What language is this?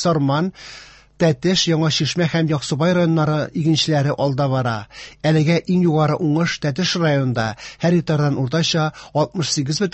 Tatar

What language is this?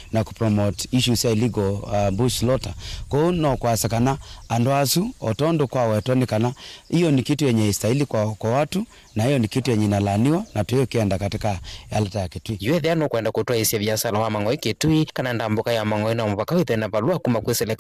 Kamba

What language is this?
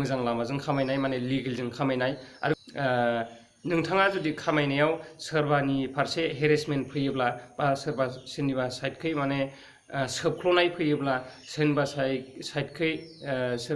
Bodo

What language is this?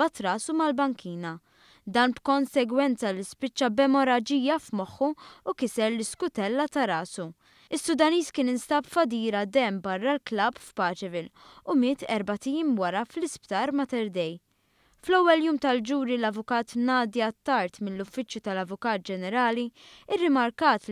Maltese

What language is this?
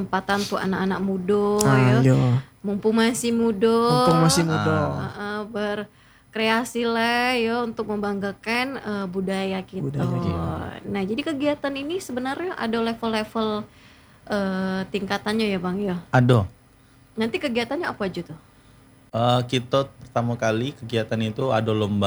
Indonesian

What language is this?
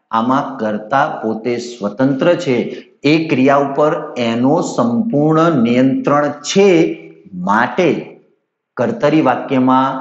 Gujarati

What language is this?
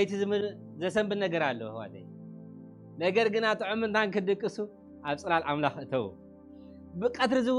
Tigrinya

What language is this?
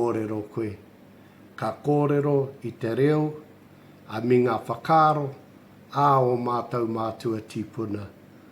Māori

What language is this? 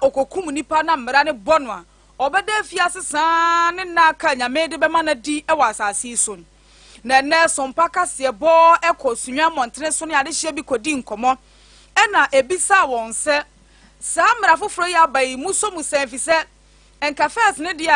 Akan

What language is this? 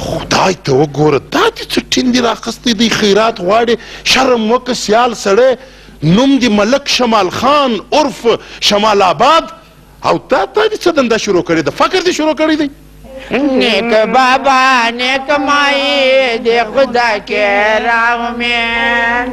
Pashto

